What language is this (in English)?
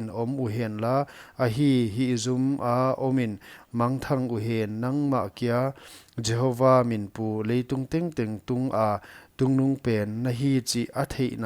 Paite Chin